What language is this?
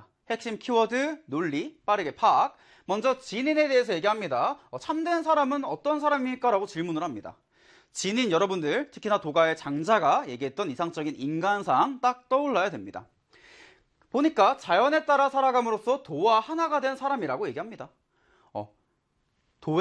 Korean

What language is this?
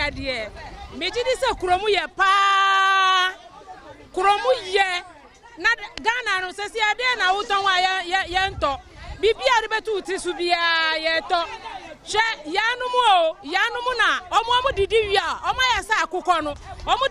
Akan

